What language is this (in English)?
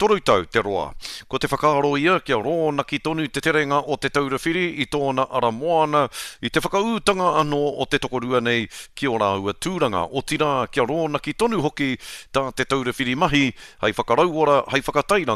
Māori